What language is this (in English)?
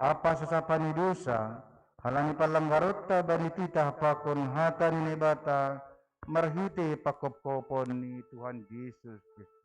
Batak Simalungun